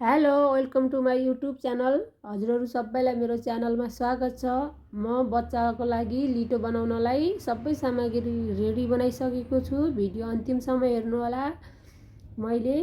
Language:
Nepali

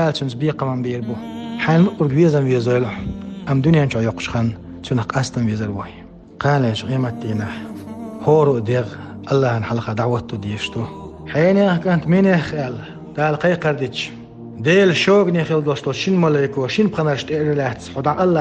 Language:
Chechen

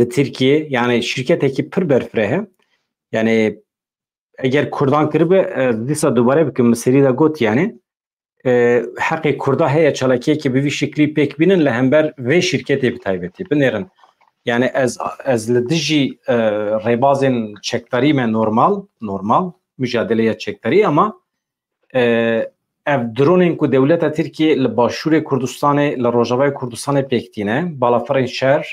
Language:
Kurdish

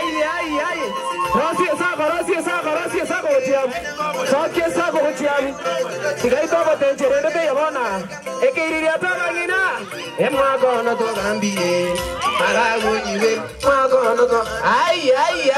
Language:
Gusii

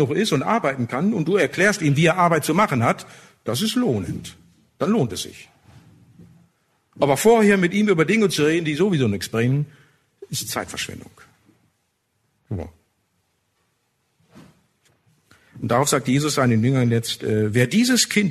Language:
German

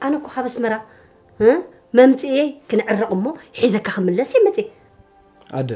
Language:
Tigrinya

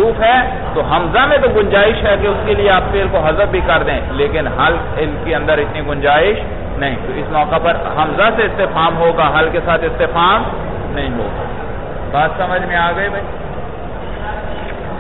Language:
Urdu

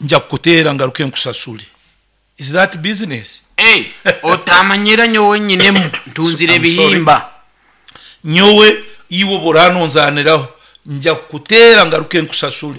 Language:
Nyankole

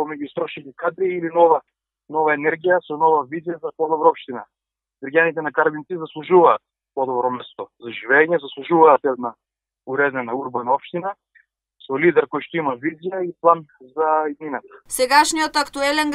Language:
Macedonian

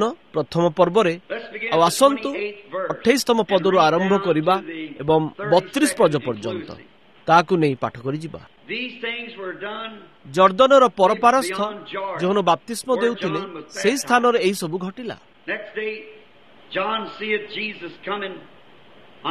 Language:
Odia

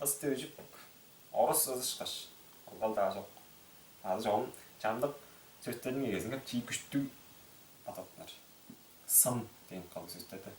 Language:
Tuvinian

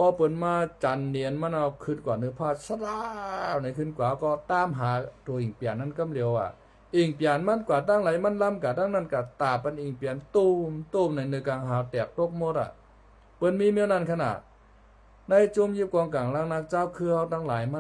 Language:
Shan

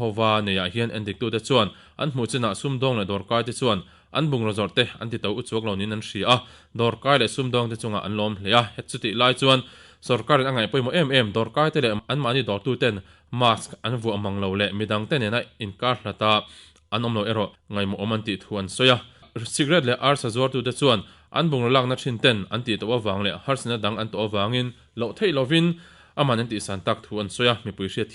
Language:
Mizo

